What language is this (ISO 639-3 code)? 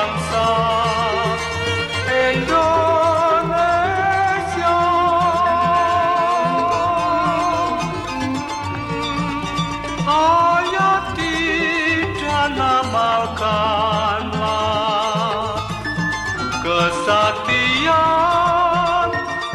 ind